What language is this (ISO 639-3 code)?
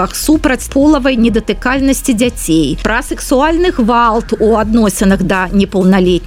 bel